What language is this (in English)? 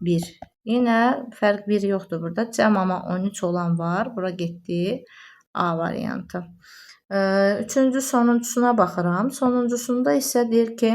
Azerbaijani